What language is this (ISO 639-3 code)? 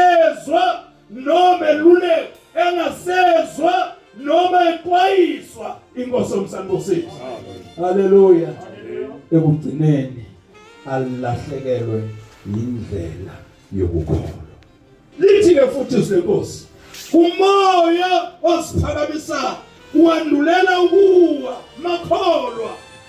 zul